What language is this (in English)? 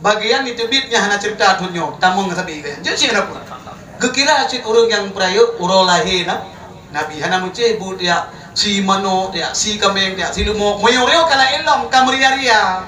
Achinese